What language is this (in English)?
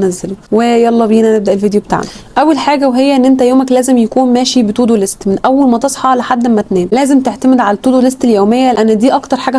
Egyptian Arabic